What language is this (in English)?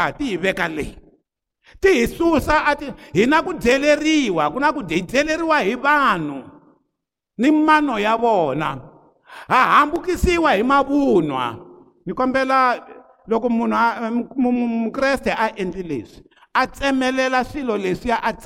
Tsonga